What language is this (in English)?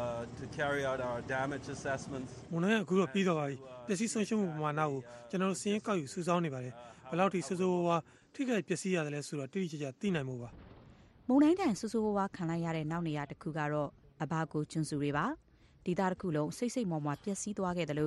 Burmese